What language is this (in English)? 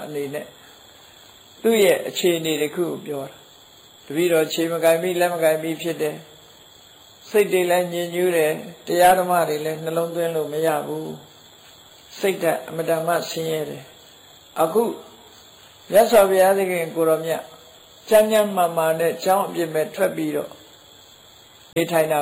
Burmese